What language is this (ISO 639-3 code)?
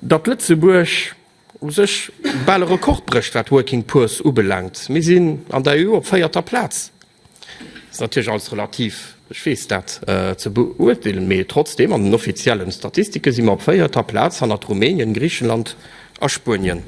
ltz